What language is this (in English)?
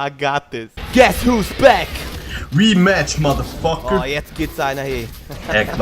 Swiss German